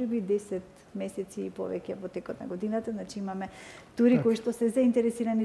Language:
Macedonian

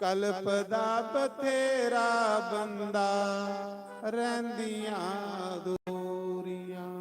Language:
Dogri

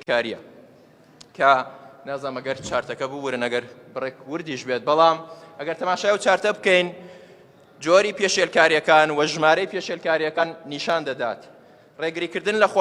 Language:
Central Kurdish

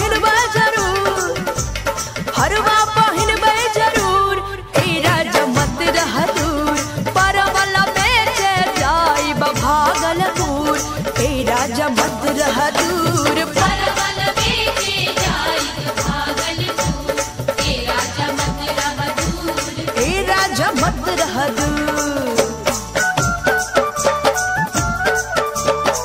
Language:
Bhojpuri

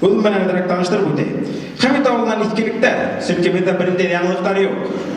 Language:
Bashkir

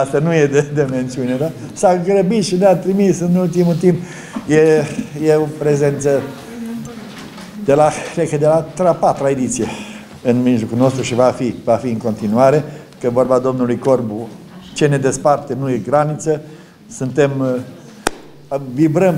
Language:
Romanian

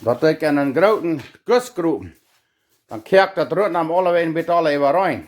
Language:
Plautdietsch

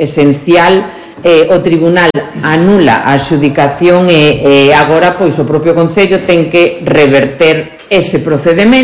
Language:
Galician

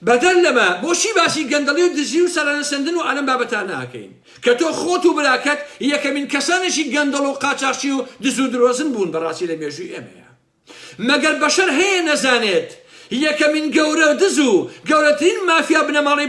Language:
Central Kurdish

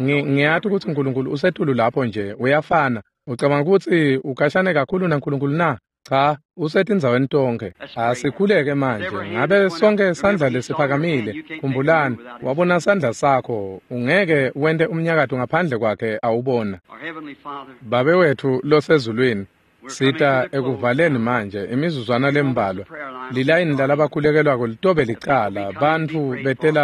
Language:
Swati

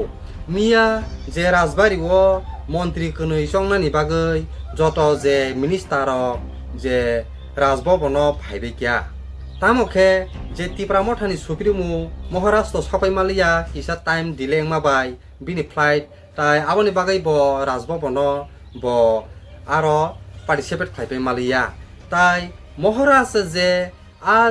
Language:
Kok Borok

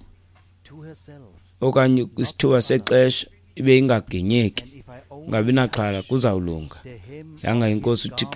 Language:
Xhosa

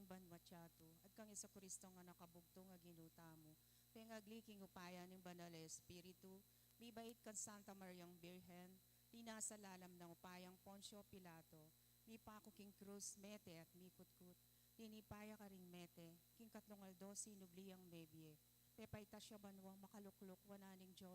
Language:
Pampanga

